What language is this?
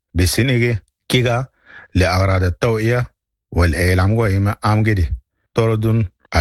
Sudanese Arabic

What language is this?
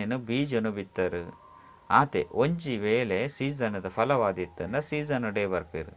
Tulu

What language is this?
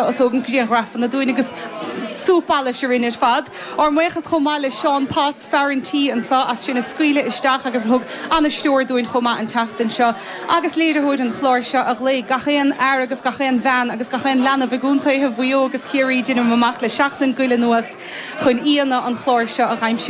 Irish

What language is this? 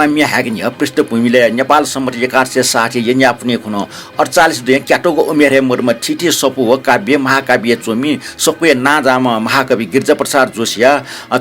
Newari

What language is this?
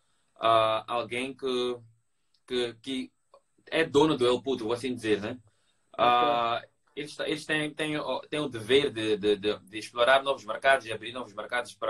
Portuguese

